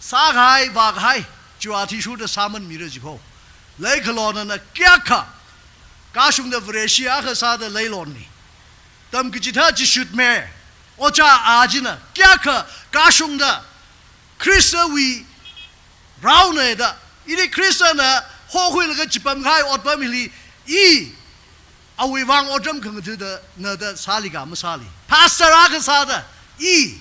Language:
Tangkhul Naga (India)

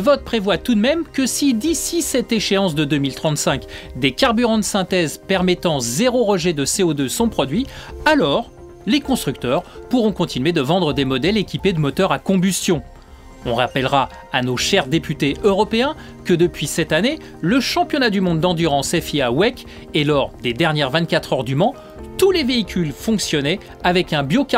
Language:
French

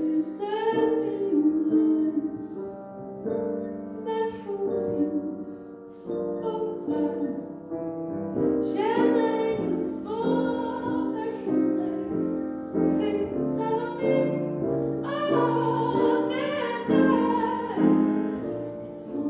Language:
Swedish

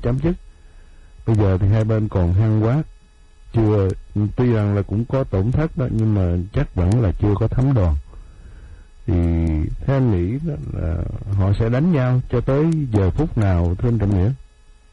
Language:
Vietnamese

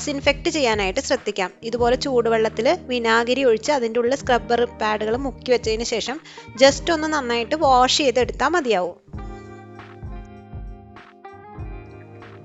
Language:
Malayalam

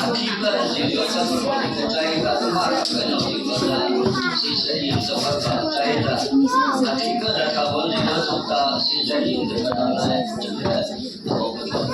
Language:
Mara Chin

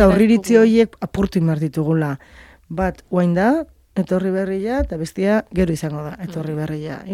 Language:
Basque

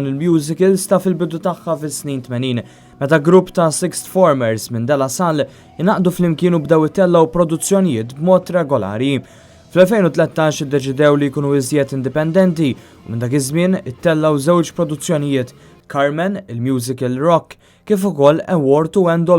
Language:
Maltese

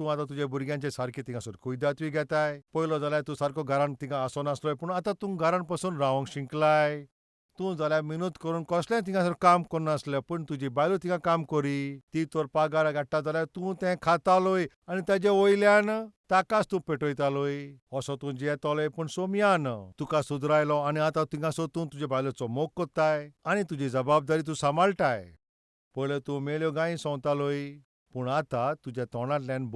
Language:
Konkani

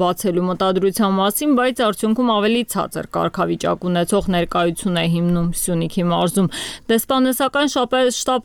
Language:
Armenian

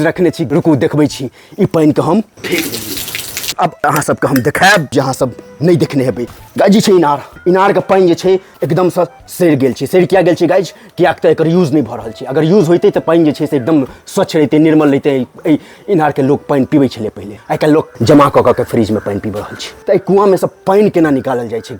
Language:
Maithili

